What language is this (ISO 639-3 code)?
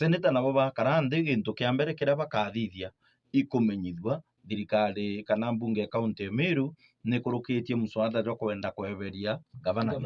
mer